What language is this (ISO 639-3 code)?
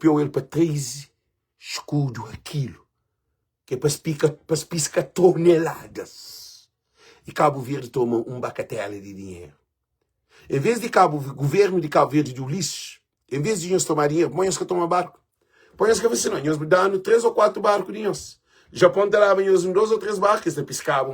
kea